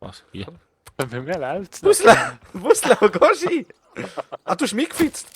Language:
Swiss German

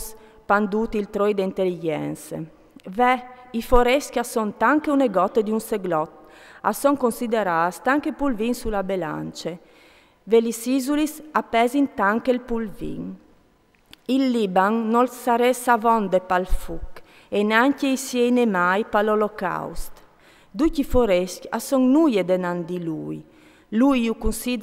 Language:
Friulian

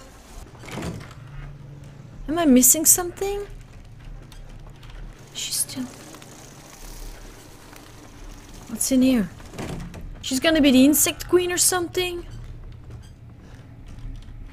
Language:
English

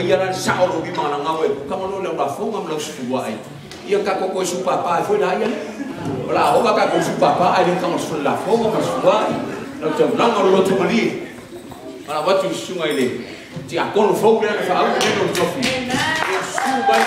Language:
Samoan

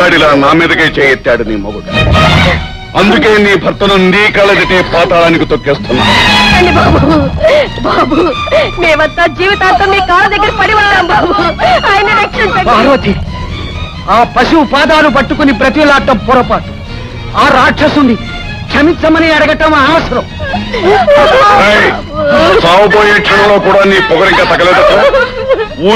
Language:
Telugu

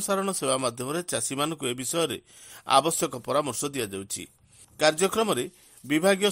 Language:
Odia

